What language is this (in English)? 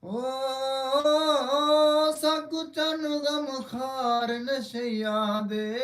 Saraiki